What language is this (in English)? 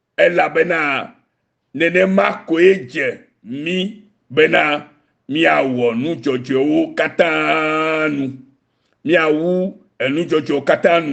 Ewe